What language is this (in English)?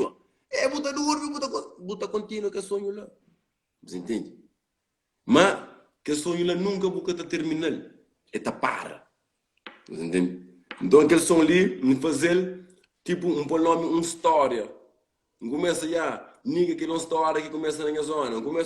Kabuverdianu